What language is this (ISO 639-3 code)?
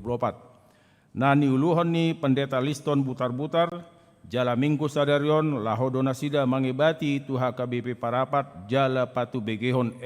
bbc